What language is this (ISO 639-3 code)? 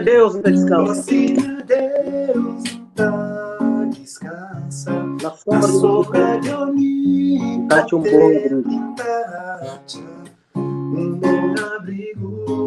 kea